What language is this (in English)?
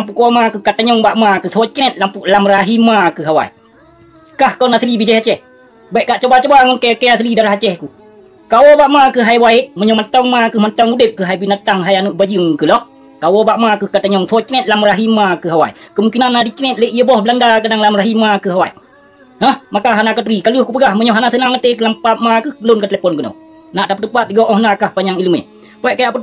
Achinese